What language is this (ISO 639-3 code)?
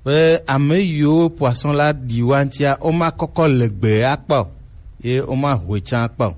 gej